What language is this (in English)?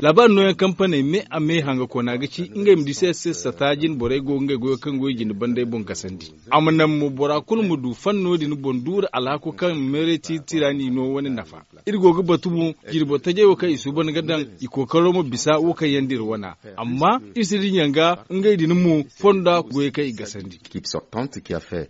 Zarma